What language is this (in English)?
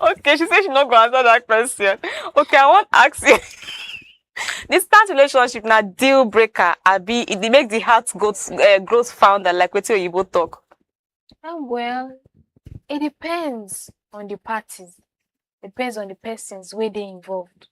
Nigerian Pidgin